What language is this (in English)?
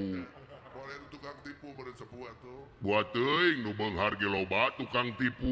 Sundanese